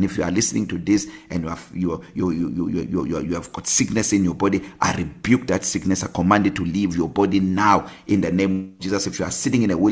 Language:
English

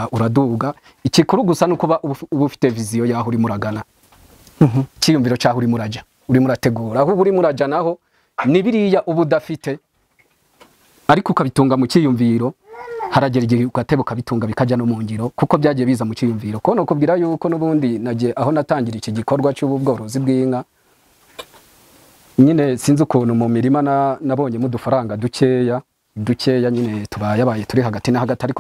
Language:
Rundi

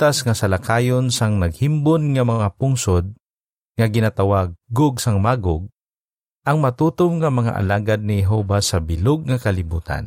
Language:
Hiligaynon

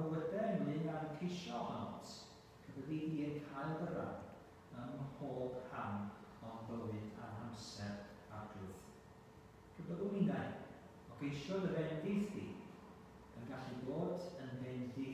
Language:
Welsh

